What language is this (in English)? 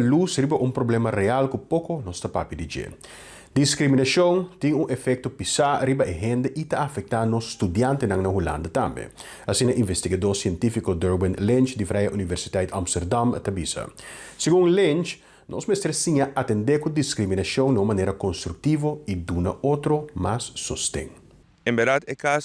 Papiamento